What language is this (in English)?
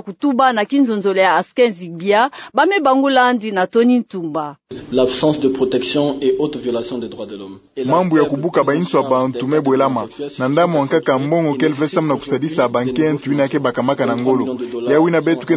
Kituba (Democratic Republic of Congo)